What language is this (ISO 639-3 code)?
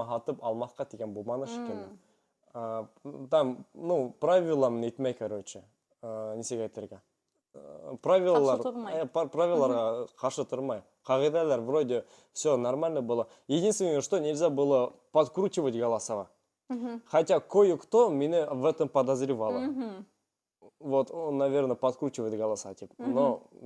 bak